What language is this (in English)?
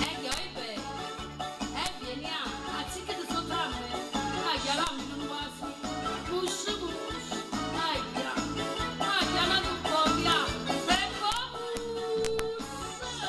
Neapolitan